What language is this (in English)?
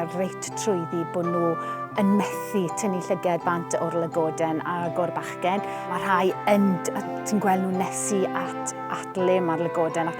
Welsh